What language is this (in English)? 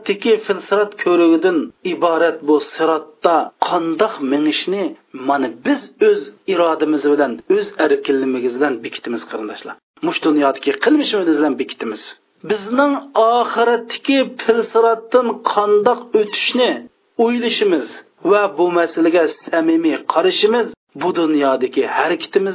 Uyghur